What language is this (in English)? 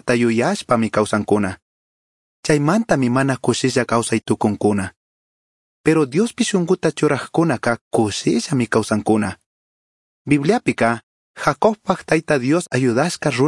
Chimborazo Highland Quichua